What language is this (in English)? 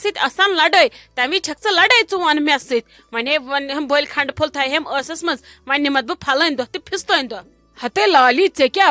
Kashmiri